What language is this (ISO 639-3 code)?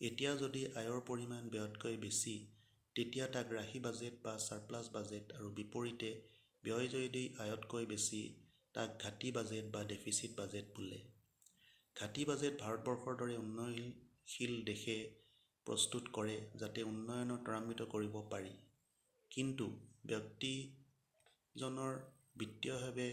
asm